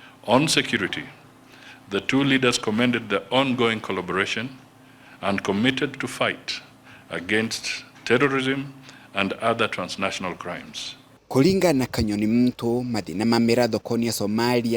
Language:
Meru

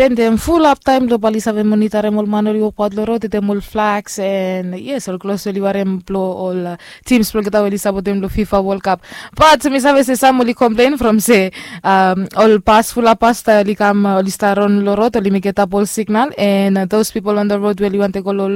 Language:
Bislama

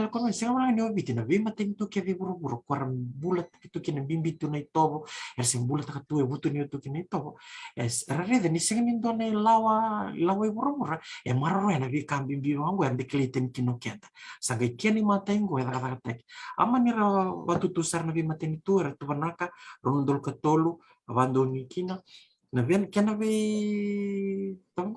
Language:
Fijian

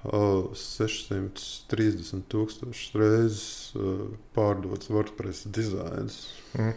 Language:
Latvian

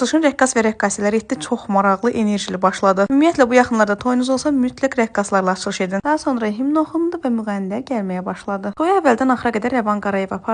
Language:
Azerbaijani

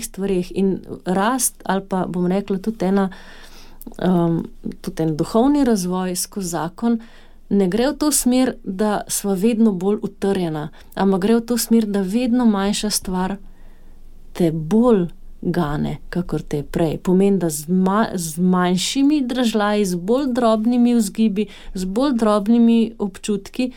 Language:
Slovenian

